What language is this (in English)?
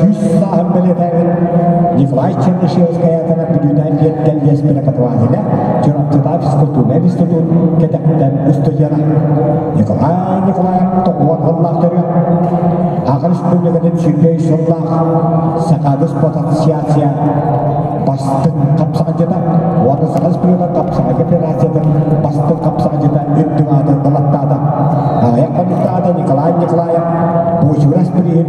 Yakut